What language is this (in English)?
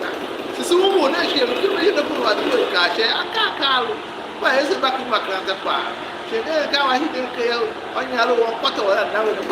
Tiv